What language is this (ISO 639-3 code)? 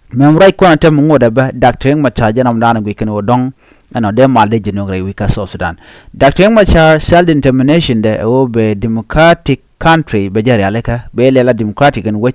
nus